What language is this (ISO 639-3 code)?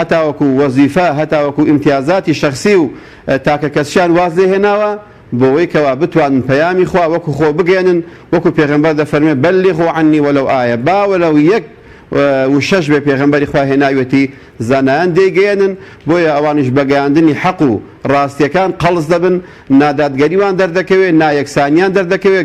ckb